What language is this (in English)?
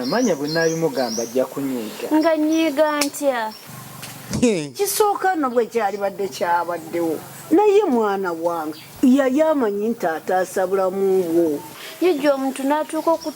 Ganda